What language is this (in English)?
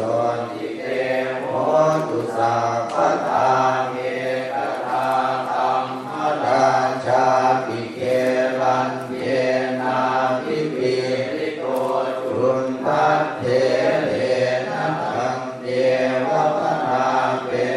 Pali